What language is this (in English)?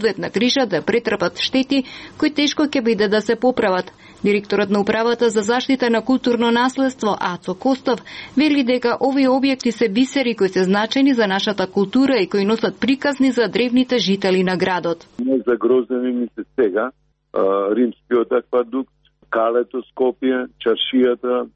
Macedonian